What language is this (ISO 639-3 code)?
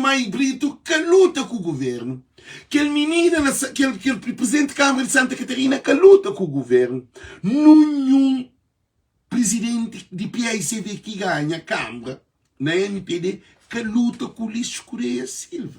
kea